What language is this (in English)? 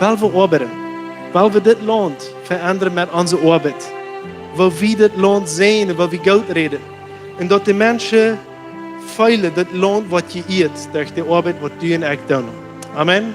Plautdietsch